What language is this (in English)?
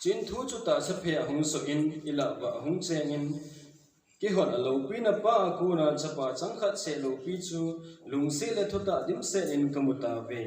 Thado Chin